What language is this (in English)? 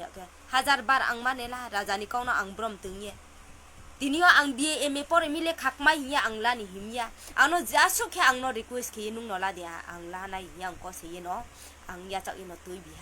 Riang (India)